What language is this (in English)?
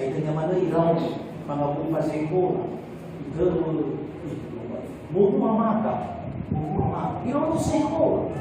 Nias